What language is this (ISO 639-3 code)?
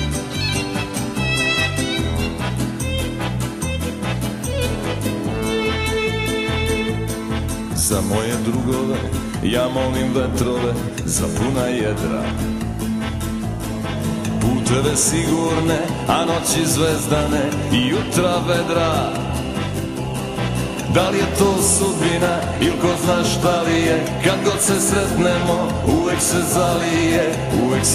srp